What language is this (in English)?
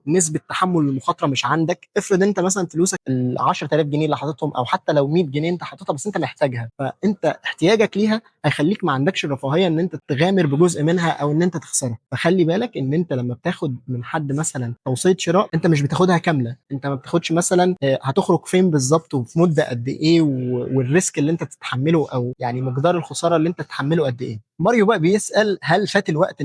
Egyptian Arabic